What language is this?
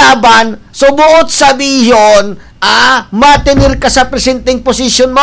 Bikol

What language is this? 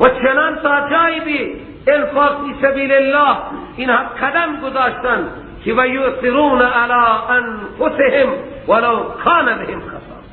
Persian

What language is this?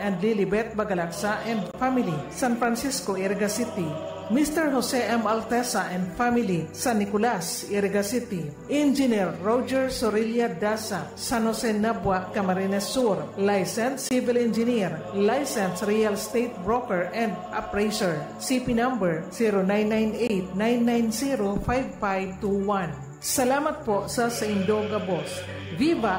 Bikol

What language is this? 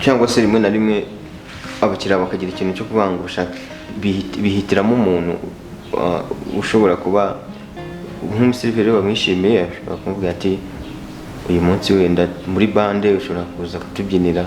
Kinyarwanda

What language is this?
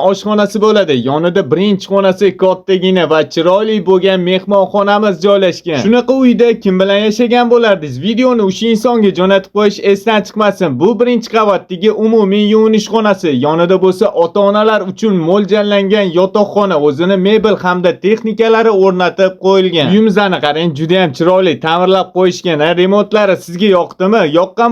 Uzbek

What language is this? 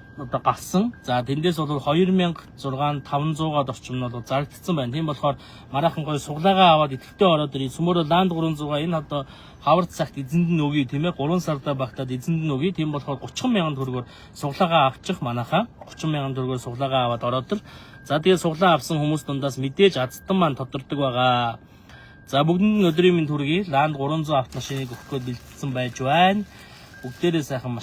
Mongolian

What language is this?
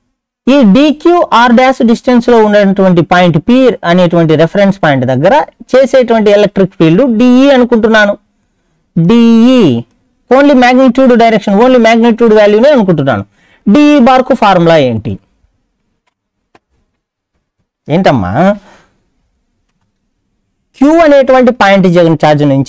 Telugu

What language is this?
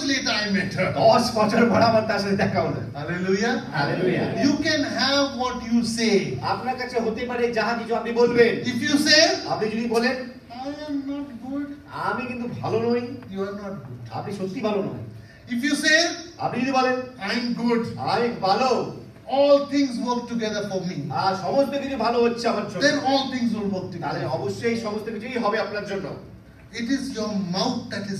Bangla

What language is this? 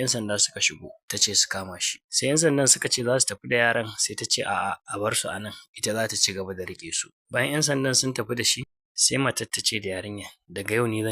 Hausa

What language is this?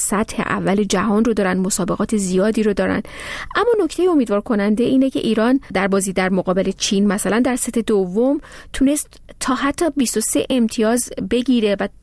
Persian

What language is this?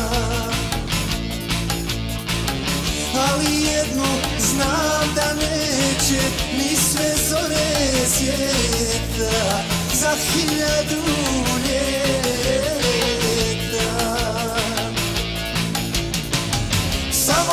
Croatian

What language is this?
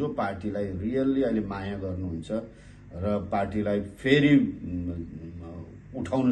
Nepali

